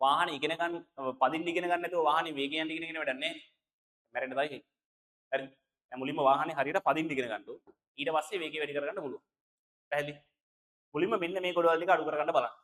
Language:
Sinhala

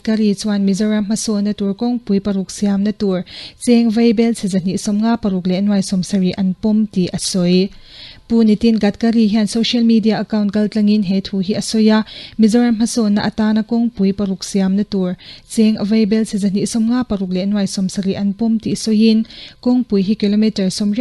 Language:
Mizo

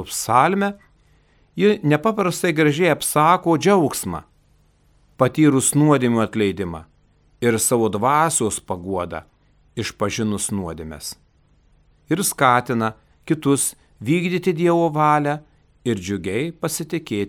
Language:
Lithuanian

